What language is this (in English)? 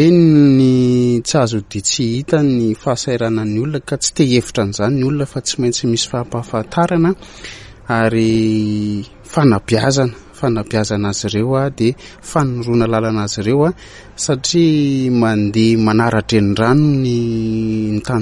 Malagasy